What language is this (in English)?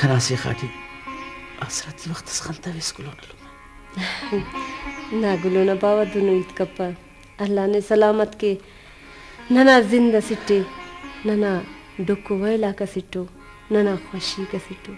Brahui